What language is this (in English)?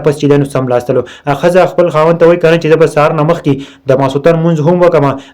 Pashto